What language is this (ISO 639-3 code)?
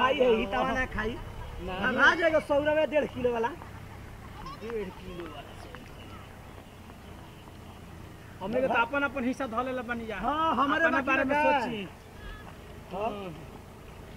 bho